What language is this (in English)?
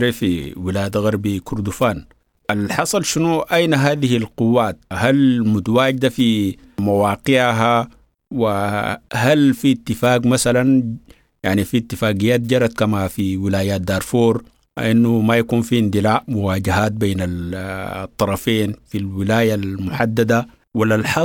Sudanese Arabic